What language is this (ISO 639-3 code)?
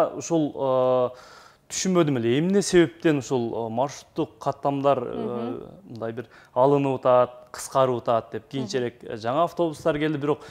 kir